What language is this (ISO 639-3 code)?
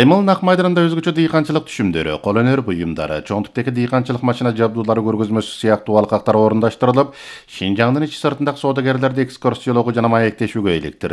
kir